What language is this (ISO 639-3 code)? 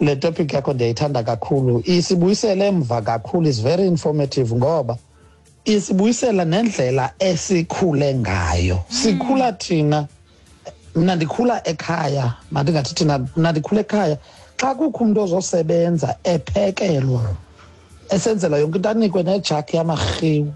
xho